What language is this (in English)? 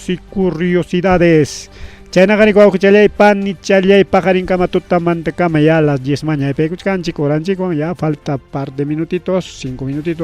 Ayacucho Quechua